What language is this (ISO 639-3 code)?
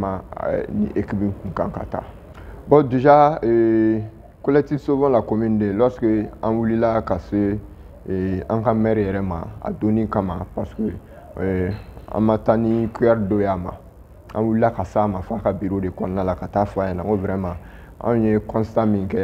bam